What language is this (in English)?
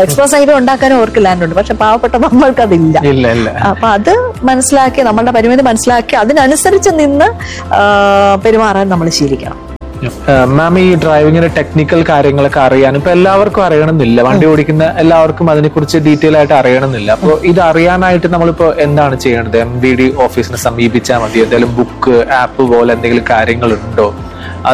Malayalam